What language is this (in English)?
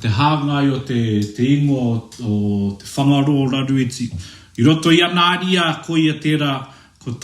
Māori